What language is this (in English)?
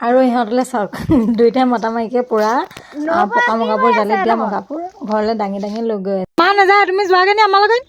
Assamese